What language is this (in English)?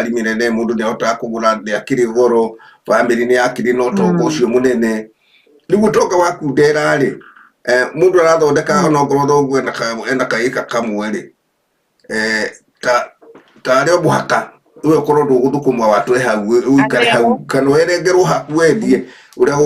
Kikuyu